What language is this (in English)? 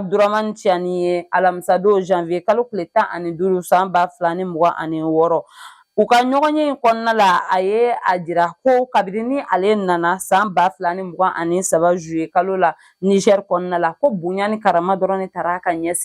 Bambara